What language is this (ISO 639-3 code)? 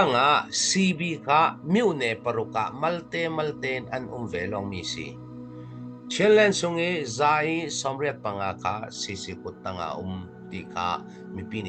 cfm